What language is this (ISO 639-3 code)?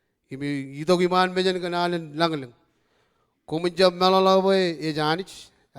mah